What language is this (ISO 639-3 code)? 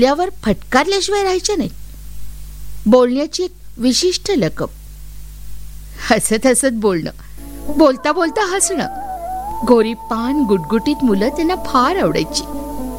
mar